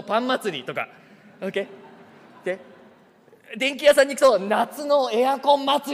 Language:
Japanese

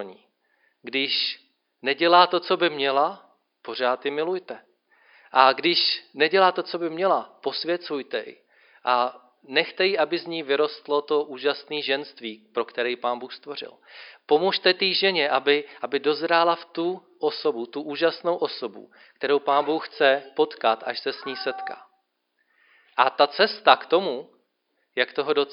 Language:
Czech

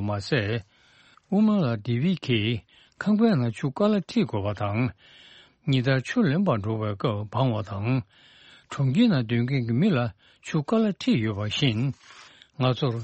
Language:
Tibetan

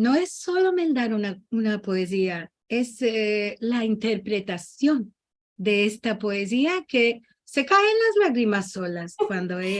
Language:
Ladino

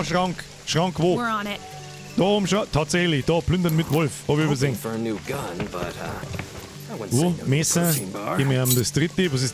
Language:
Bavarian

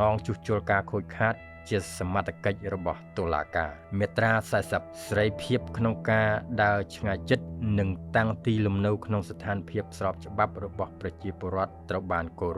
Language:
Khmer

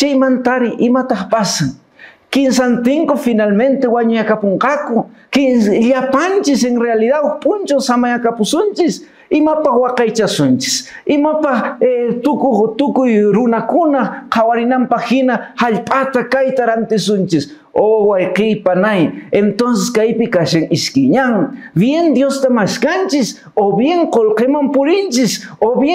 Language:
Quechua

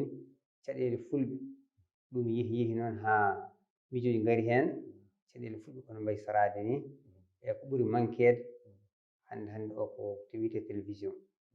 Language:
Fula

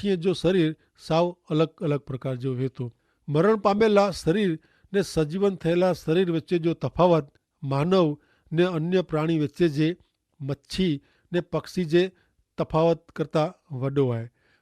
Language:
Kachhi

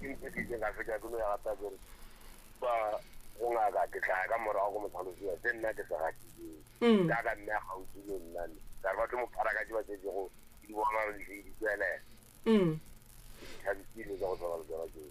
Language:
Northern Sotho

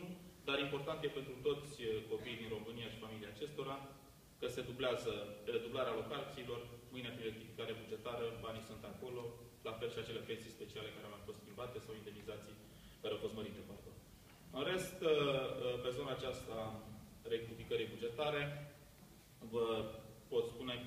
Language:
Romanian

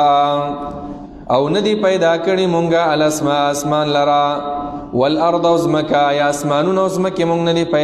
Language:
Pashto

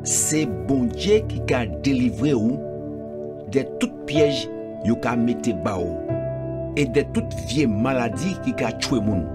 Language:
Guadeloupean Creole French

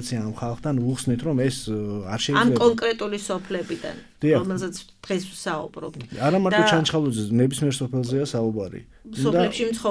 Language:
Georgian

